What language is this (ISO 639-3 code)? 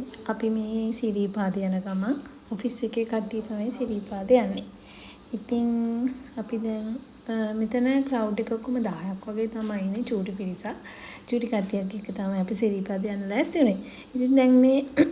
sin